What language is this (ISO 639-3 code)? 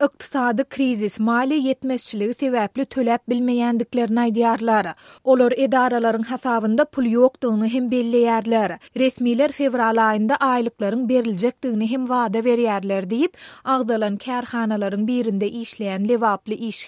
tuk